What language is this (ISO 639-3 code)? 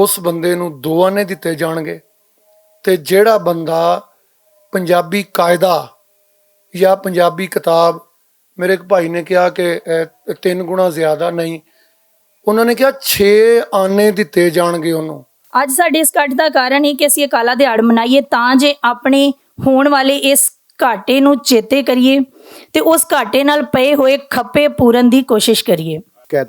lah